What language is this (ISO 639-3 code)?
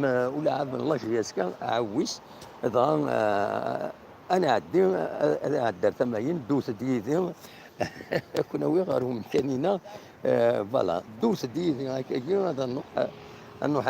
kab